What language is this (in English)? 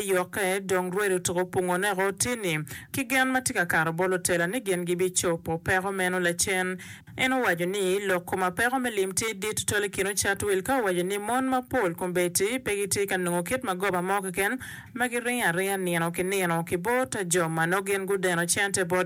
Acoli